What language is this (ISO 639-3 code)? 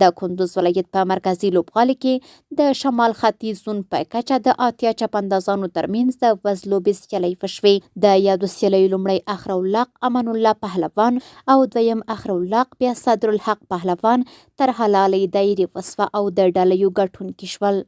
pus